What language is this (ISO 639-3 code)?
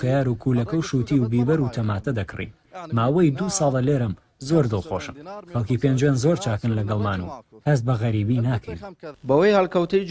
ckb